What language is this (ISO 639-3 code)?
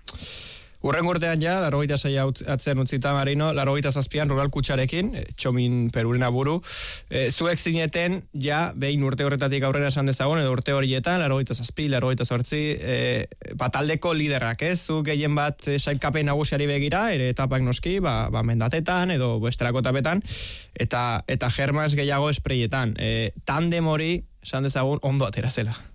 eus